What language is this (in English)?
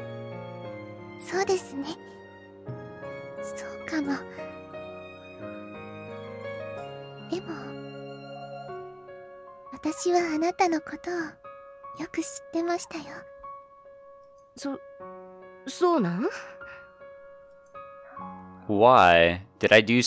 Japanese